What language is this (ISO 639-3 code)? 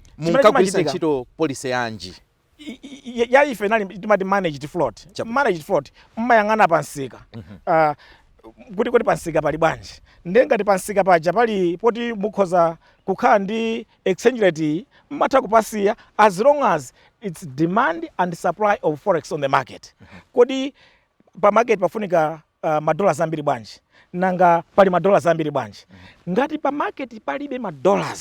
nya